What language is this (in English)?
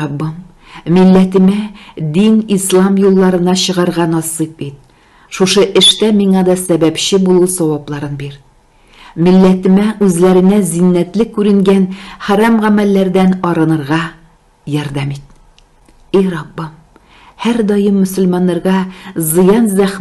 Tatar